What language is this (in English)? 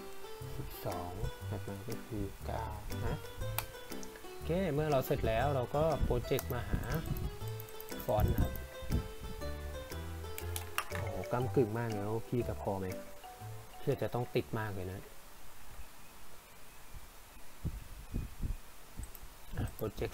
Thai